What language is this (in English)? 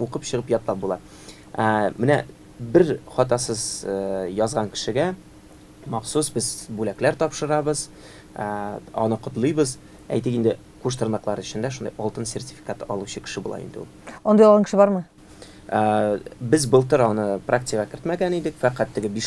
Tatar